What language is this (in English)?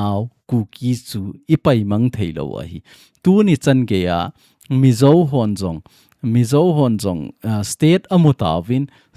Thado Chin